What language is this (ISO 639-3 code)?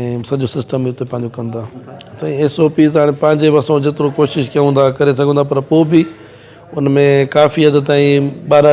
snd